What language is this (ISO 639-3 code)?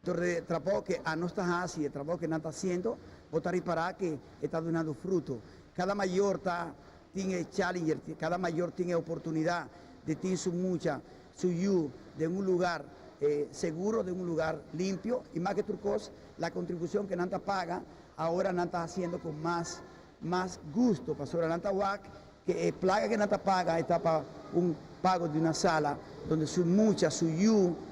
pap